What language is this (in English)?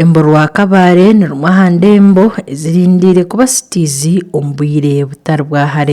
Nyankole